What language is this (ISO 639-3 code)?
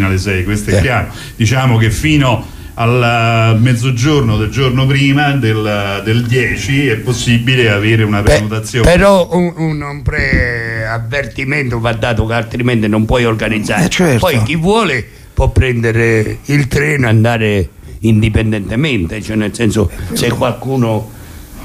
ita